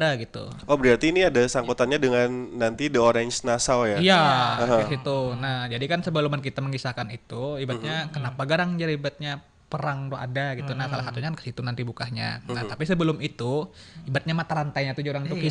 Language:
Banjar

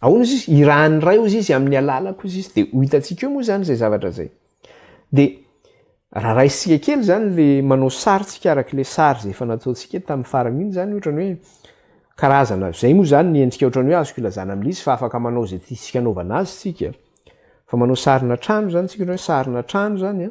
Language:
Malagasy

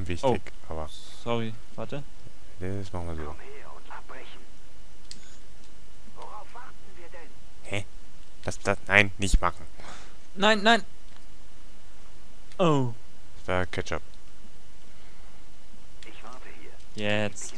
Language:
German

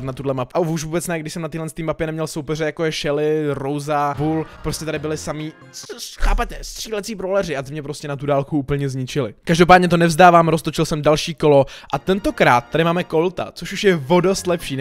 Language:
Czech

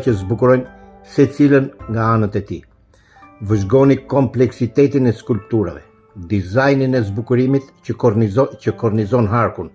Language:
Albanian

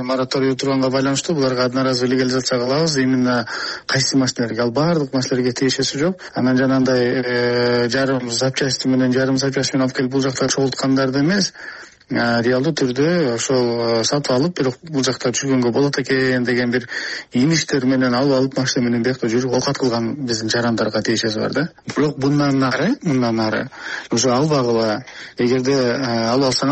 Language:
Kyrgyz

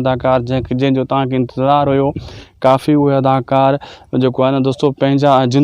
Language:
Sindhi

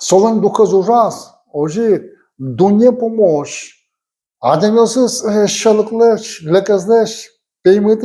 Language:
Udmurt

